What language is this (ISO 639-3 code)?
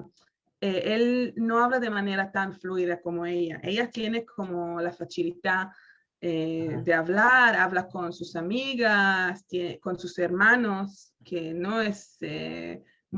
lad